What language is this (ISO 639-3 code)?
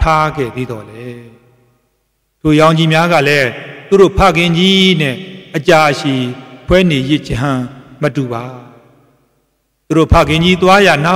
mya